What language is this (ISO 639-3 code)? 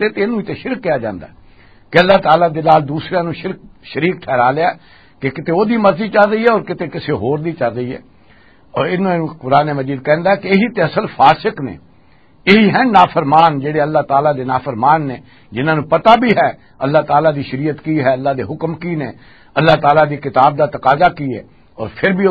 lah